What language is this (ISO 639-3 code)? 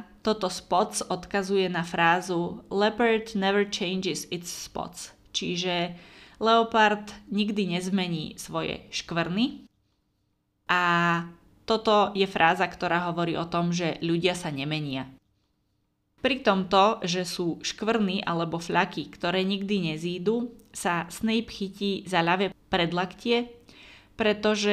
slk